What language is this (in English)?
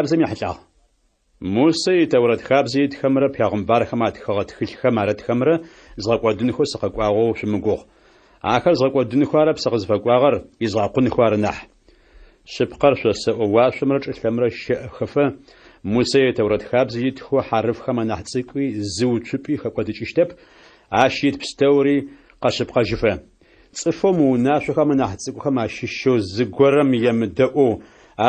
Adyghe